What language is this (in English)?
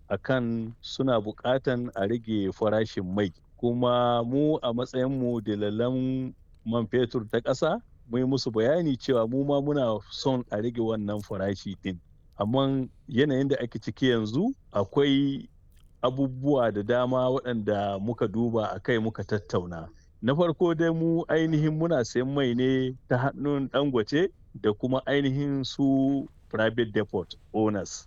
Hausa